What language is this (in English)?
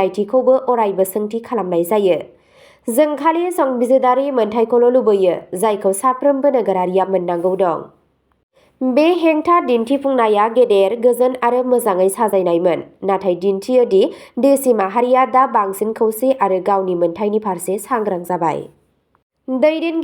Bodo